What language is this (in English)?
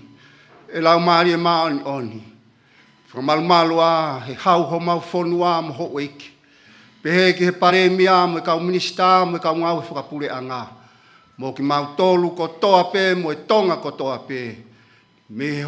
Tongan